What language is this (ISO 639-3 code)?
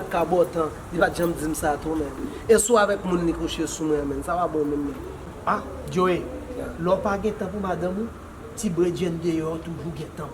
hat